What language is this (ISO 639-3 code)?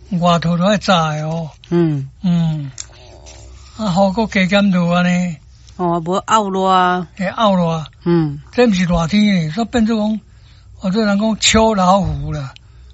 nan